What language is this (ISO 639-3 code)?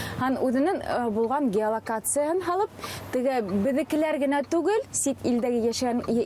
bak